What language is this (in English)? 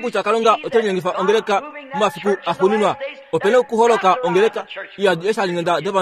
Kuanyama